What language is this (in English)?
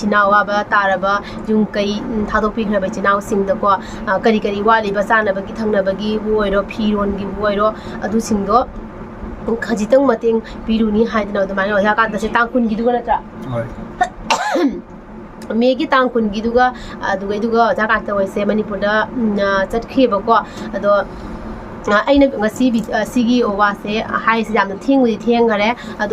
Manipuri